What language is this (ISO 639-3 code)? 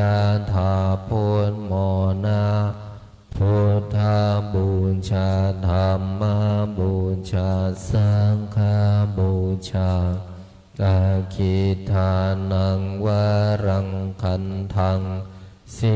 pli